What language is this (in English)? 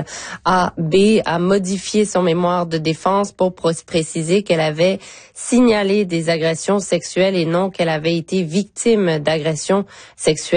French